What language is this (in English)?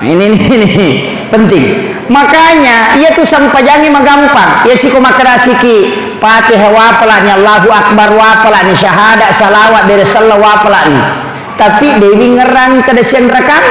Buginese